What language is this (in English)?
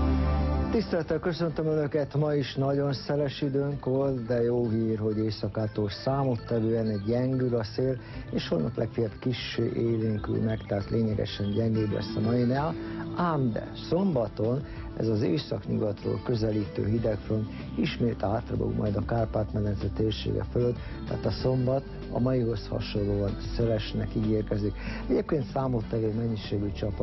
Hungarian